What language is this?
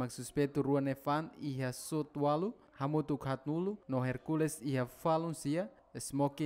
Tetum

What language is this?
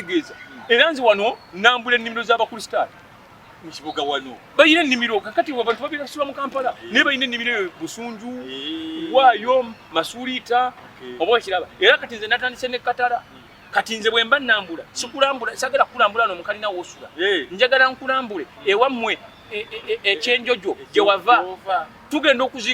Ganda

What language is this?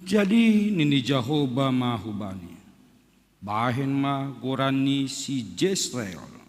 Batak Simalungun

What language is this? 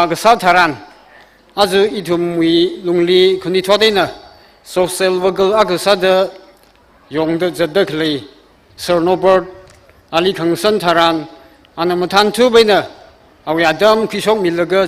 Tangkhul Naga (India)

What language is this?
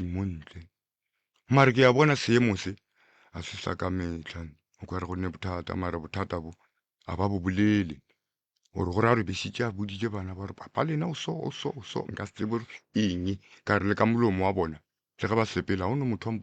Northern Sotho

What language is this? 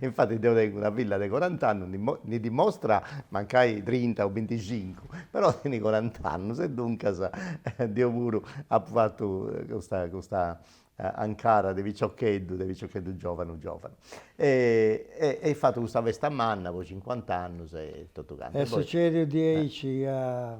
Sardinian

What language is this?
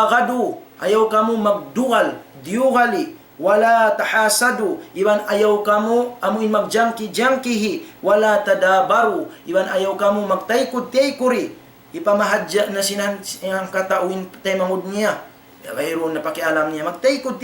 Tausug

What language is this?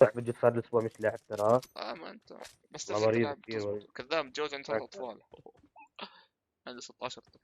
North Levantine Arabic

